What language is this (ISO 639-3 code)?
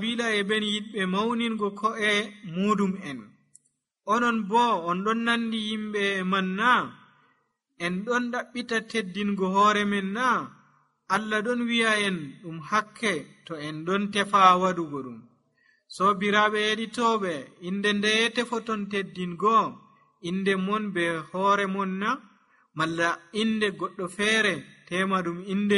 fuv